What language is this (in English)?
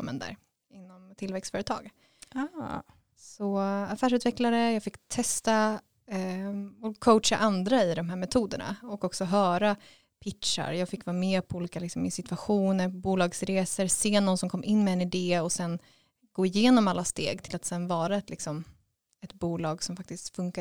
Swedish